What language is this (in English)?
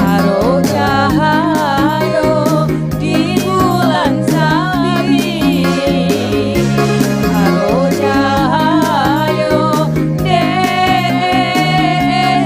Minangkabau